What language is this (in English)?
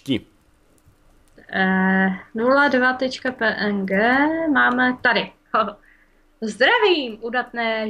Czech